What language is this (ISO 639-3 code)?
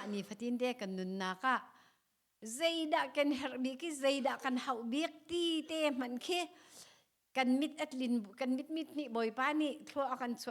cnh